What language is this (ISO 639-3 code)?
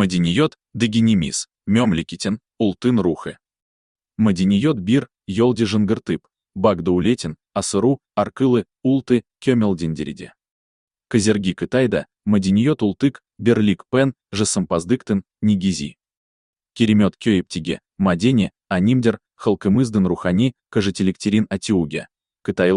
kir